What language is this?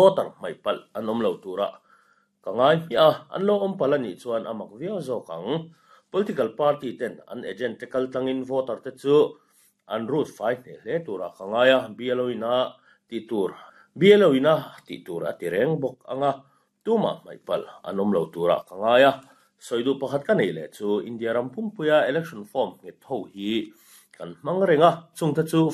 Mizo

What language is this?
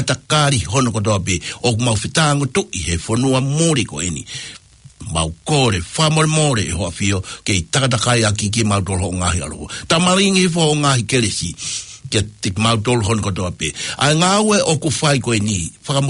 Tongan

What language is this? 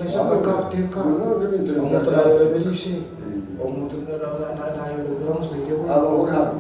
Nyankole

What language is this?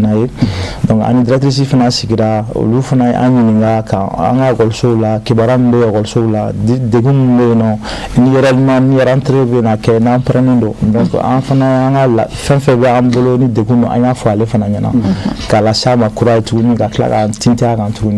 Bambara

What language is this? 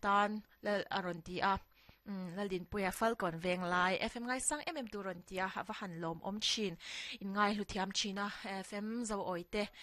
Mizo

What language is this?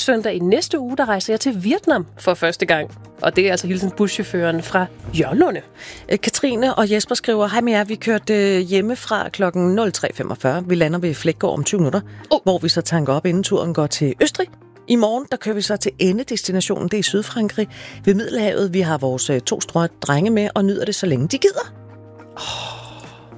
Danish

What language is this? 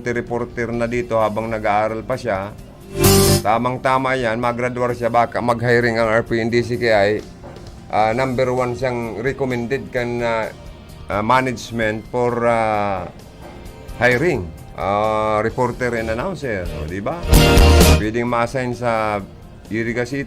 Bikol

